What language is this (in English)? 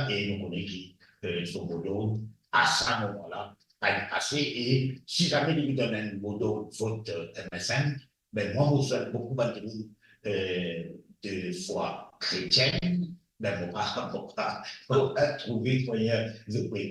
Morisyen